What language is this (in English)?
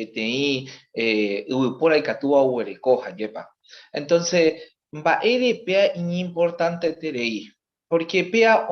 Guarani